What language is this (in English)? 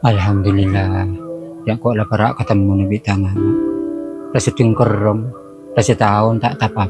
Madurese